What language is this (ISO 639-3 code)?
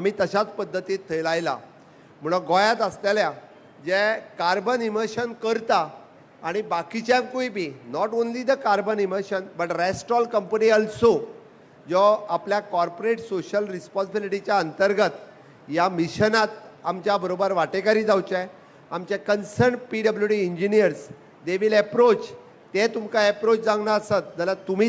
kok